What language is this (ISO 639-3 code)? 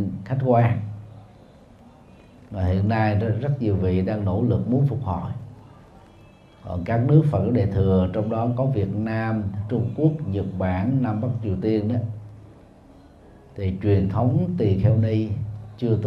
vie